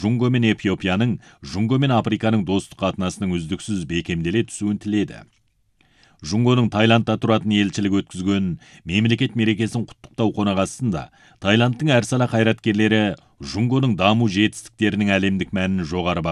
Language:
Kazakh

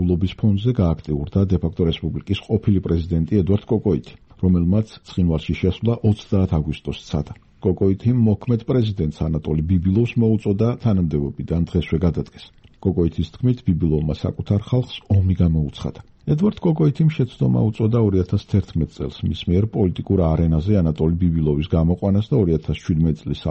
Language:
Georgian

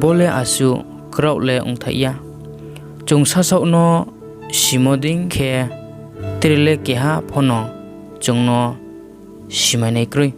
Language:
Riang (India)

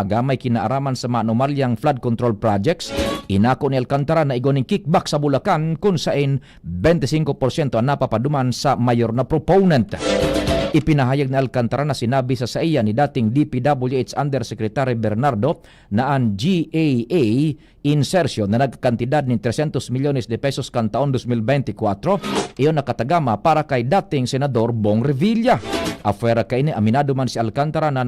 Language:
Bikol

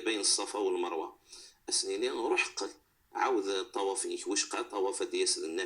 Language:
Moroccan Arabic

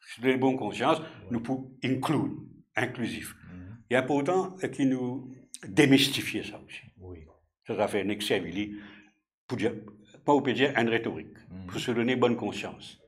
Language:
Morisyen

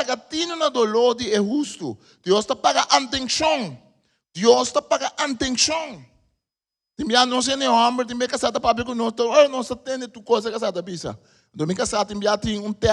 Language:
Papiamento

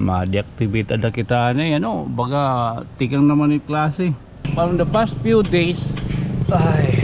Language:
Waray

